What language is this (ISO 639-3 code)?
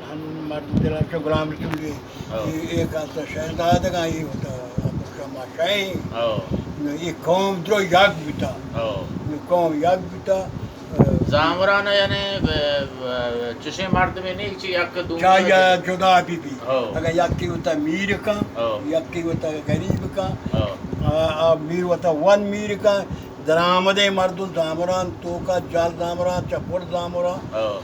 bal